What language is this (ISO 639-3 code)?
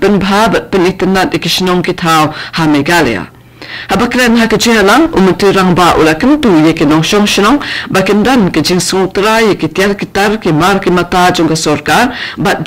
kha